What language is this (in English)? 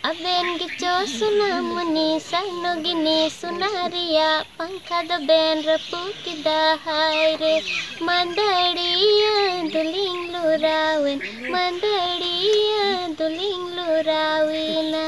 Santali